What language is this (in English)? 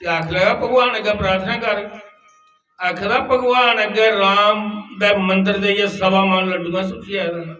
Dogri